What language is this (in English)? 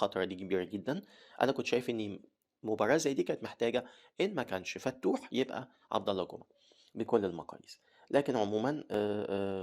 Egyptian Arabic